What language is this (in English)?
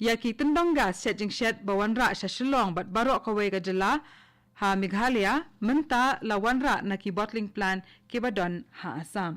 Khasi